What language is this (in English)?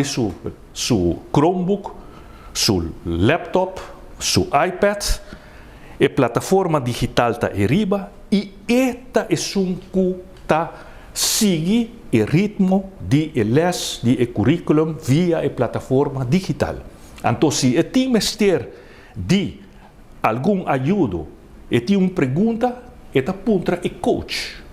Papiamento